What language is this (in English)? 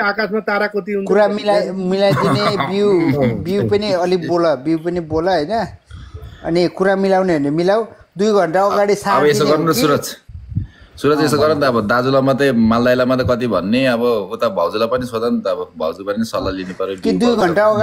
Nepali